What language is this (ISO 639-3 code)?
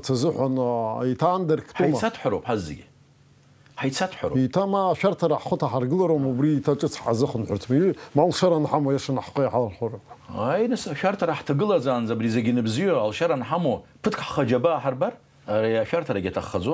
abk